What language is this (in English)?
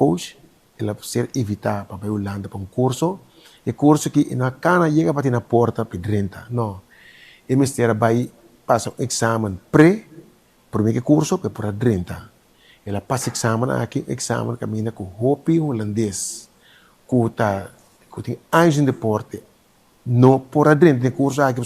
Papiamento